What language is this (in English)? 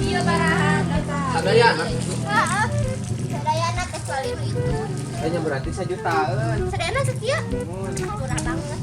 Sundanese